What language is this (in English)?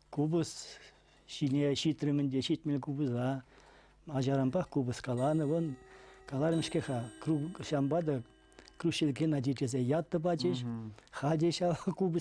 Chuvash